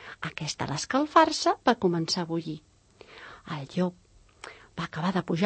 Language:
Catalan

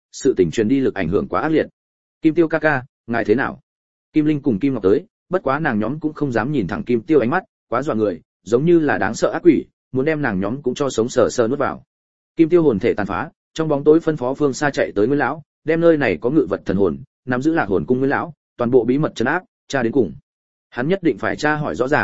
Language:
Vietnamese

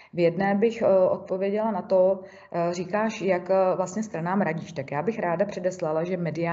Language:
Czech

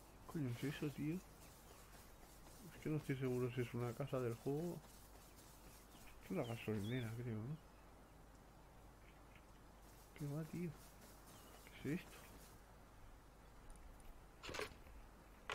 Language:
Spanish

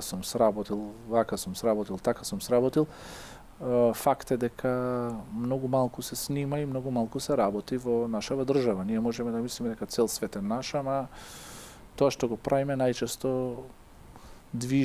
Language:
Macedonian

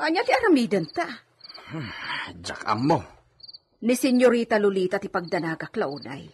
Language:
Iloko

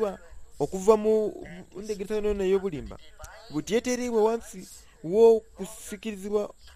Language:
Soga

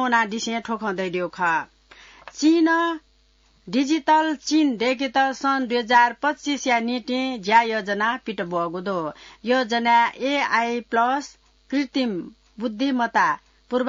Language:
Newari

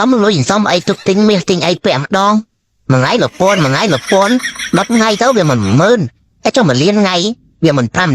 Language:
Khmer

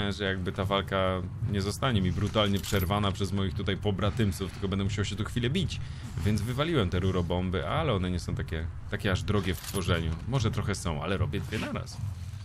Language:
Polish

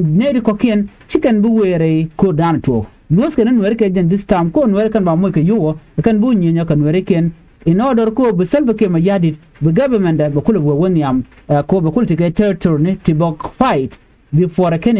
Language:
Nuer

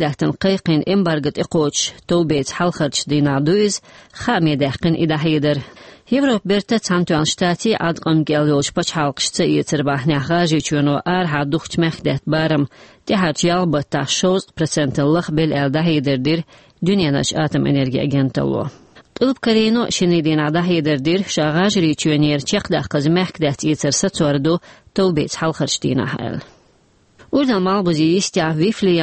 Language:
Chechen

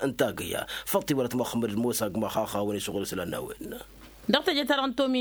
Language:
Tamasheq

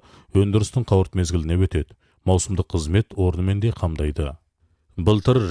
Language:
Kazakh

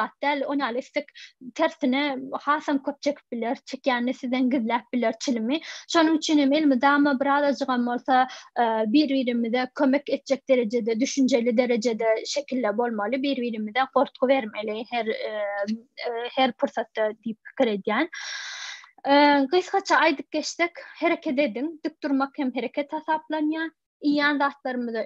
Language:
Turkmen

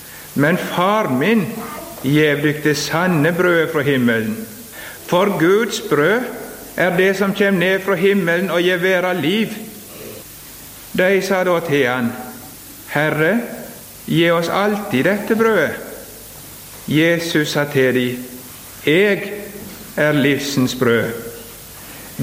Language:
Norwegian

